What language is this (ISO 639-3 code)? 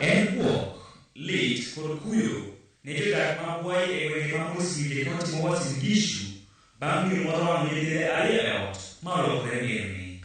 luo